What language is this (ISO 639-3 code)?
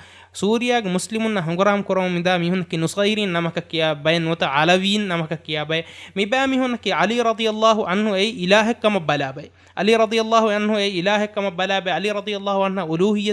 div